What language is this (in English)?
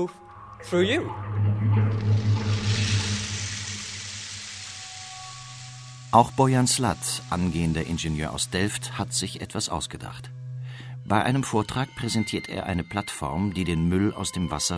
German